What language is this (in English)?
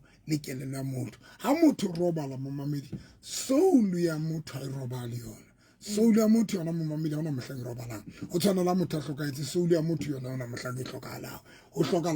Southern Sotho